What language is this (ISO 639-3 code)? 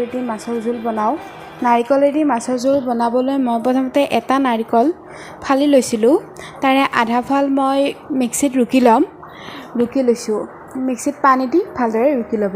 asm